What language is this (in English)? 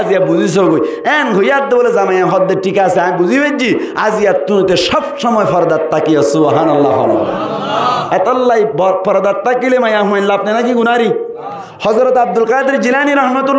Rohingya